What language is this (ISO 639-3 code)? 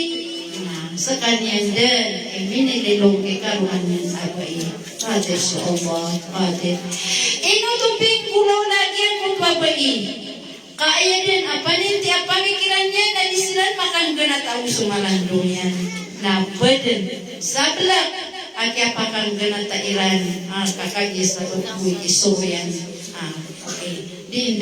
mrw